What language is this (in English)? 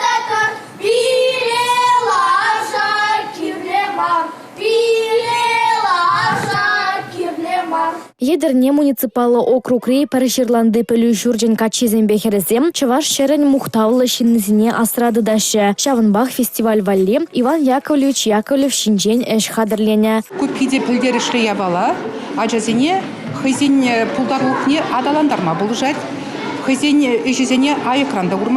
Chuvash